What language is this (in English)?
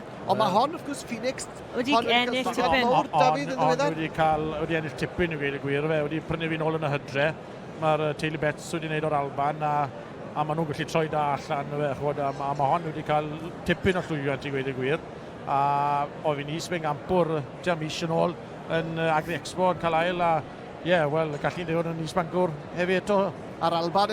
Welsh